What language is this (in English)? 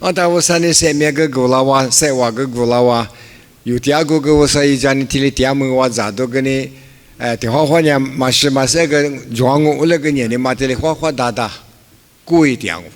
Lisu